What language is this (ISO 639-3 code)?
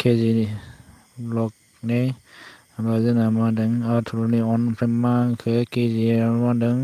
brx